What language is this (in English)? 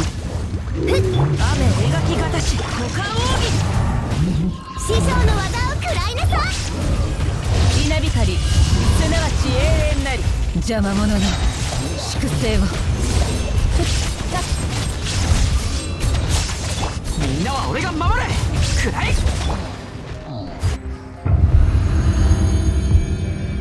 Japanese